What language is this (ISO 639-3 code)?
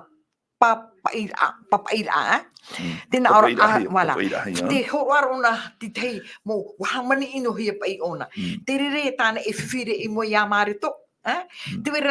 tah